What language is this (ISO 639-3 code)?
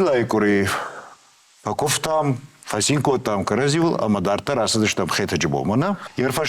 oss